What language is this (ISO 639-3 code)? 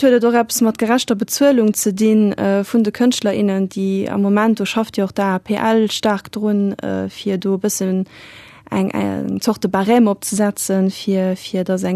ltz